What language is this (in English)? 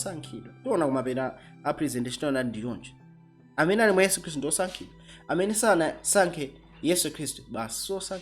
Nyanja